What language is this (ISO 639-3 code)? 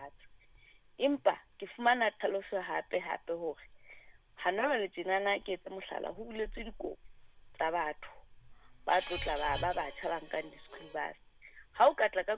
sot